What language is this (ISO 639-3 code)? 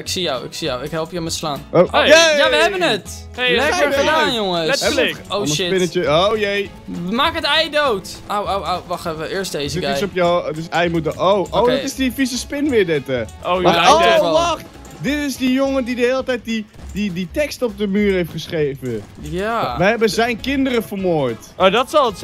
nld